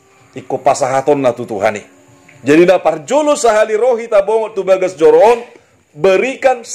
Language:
Batak Toba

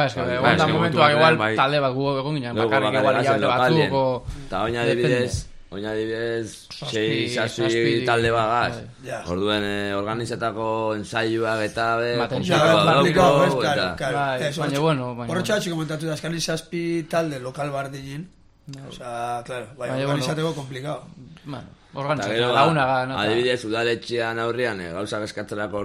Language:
Basque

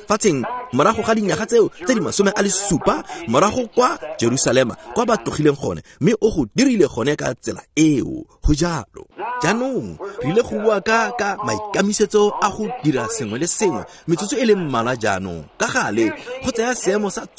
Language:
Tswana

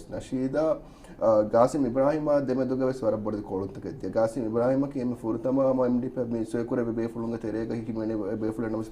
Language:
Divehi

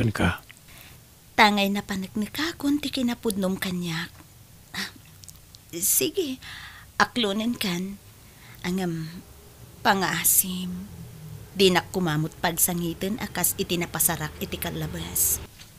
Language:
Iloko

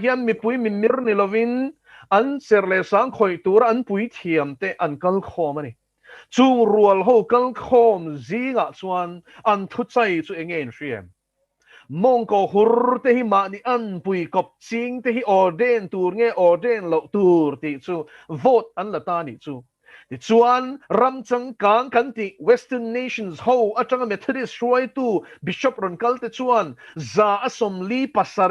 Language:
Mizo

